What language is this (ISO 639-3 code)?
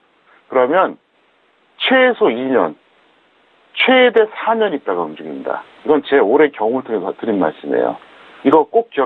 kor